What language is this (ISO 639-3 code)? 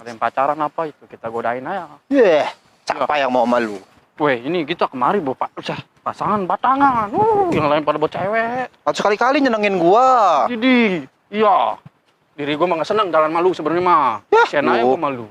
bew